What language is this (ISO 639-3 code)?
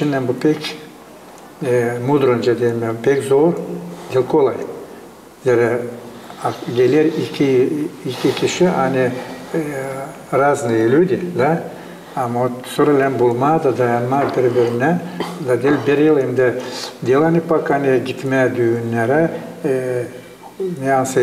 gag